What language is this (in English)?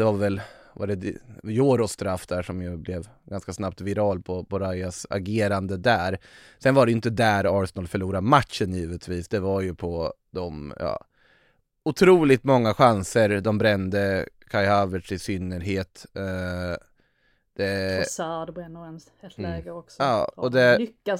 Swedish